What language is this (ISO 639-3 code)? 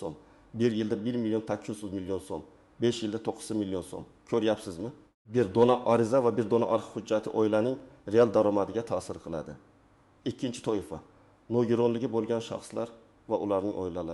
uzb